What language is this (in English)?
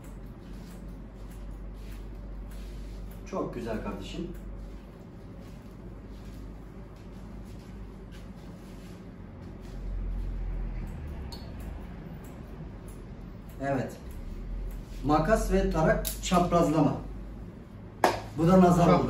Turkish